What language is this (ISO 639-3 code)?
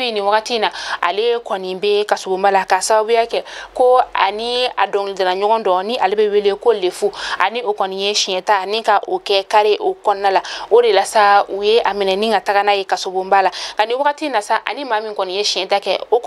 bam